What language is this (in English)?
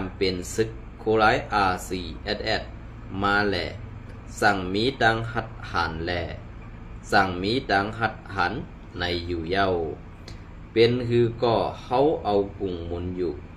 Shan